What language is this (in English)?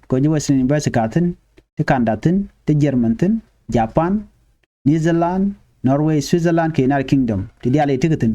Nuer